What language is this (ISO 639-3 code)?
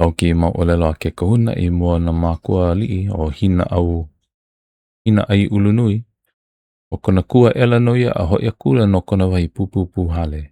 haw